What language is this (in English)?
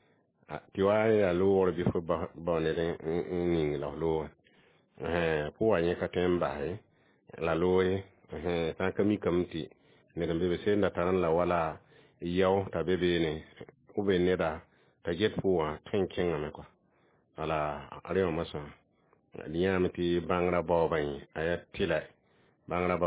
Mossi